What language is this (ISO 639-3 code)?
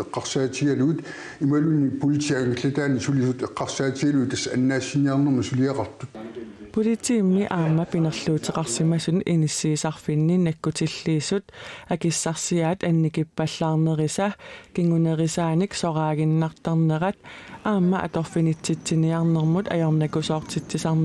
kal